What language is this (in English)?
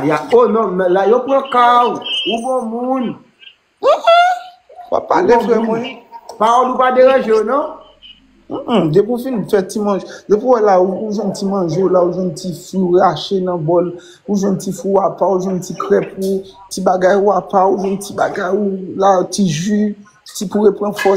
Haitian Creole